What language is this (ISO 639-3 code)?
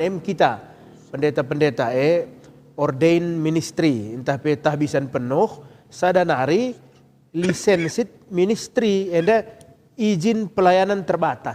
btx